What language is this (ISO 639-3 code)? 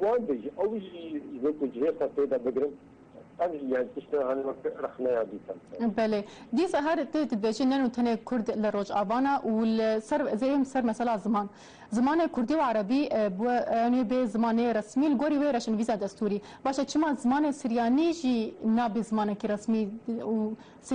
kur